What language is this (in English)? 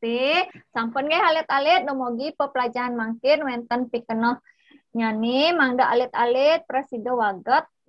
Balinese